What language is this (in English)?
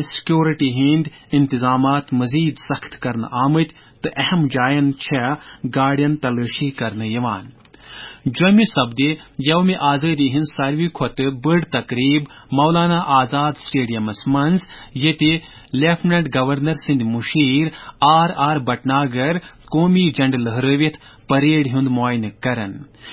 Kashmiri